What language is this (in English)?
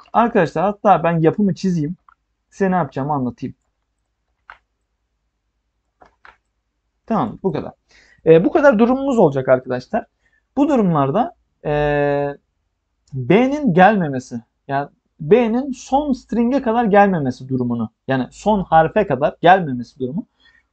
Turkish